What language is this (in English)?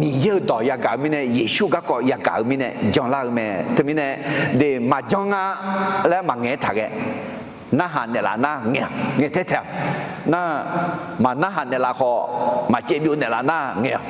Akha